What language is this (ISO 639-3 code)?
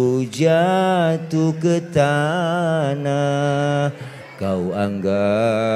bew